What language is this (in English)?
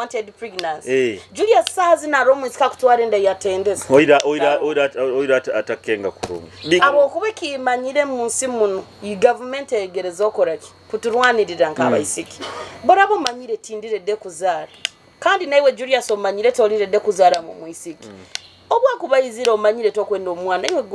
Nyoro